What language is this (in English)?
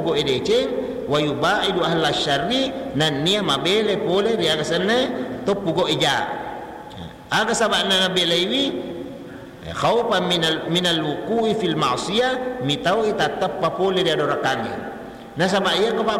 Buginese